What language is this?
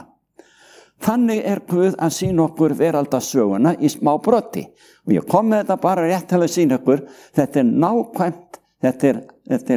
Icelandic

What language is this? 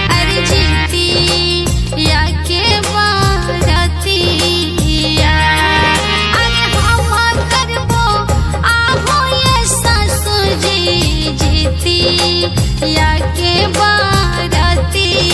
Bhojpuri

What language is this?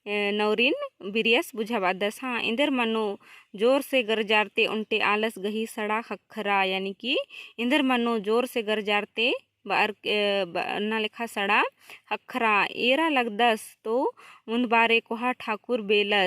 Kurukh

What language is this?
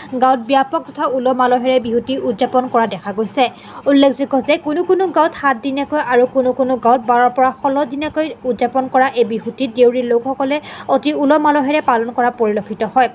Assamese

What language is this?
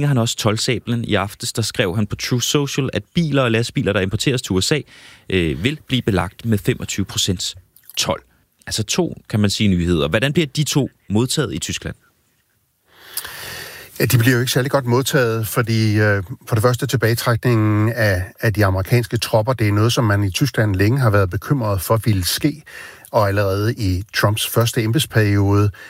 Danish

